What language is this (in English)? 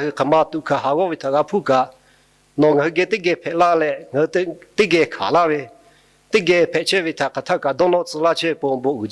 Lahu